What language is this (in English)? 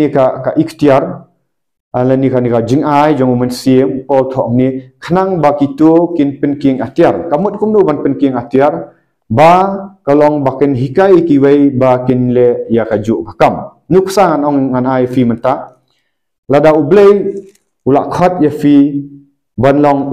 Khasi